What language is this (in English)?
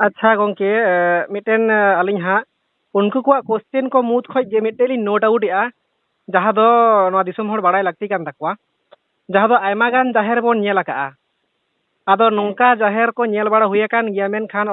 Santali